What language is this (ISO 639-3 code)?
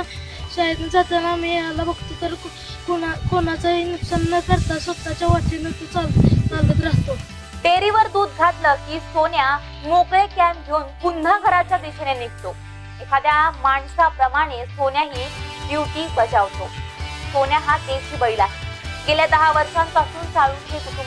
mar